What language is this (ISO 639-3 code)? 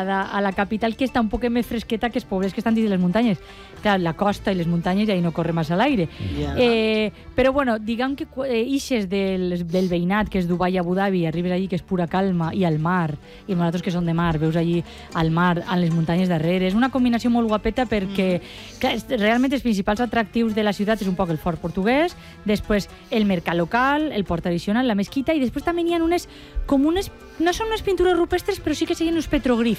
cat